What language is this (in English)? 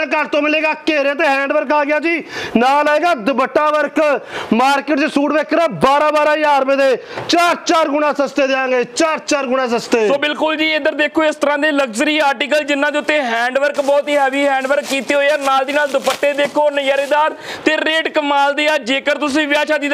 Punjabi